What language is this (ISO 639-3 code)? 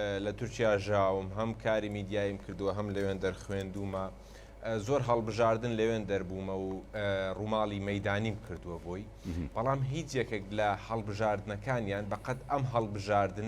ckb